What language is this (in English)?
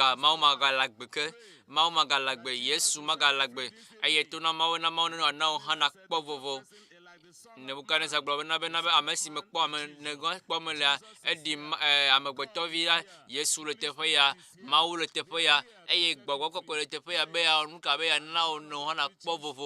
Ewe